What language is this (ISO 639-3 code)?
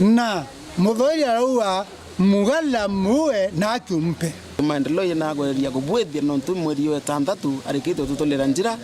mer